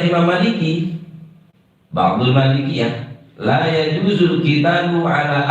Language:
Madurese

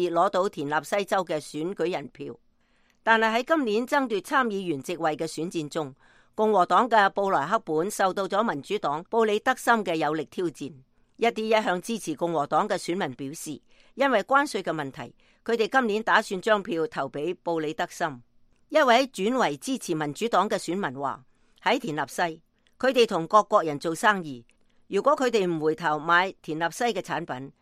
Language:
Cantonese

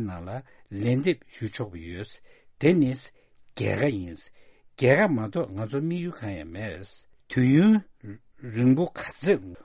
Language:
Tibetan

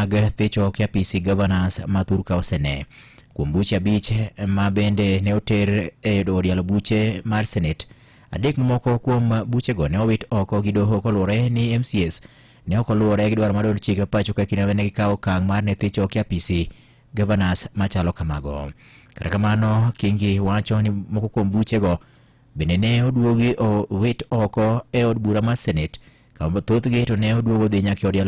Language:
Luo (Kenya and Tanzania)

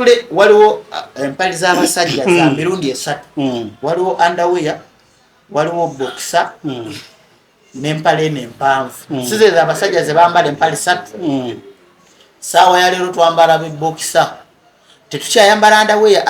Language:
Ganda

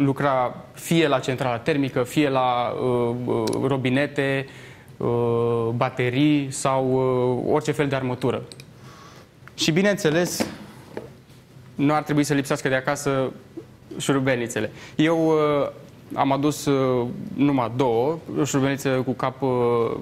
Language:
Romanian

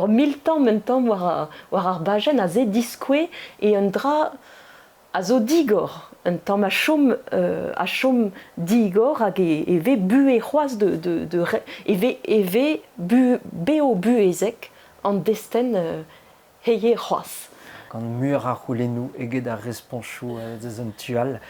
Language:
Breton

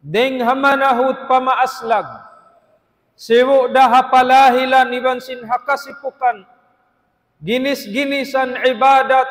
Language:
Tausug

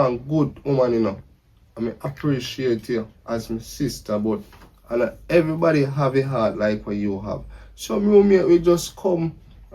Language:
Jamaican Creole English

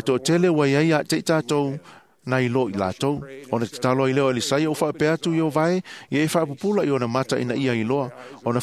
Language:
Samoan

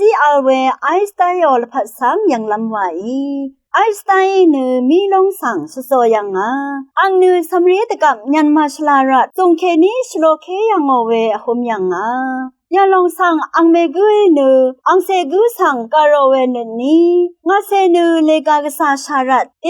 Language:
Rawang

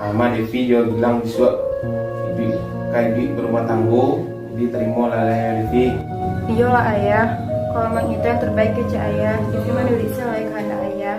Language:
Minangkabau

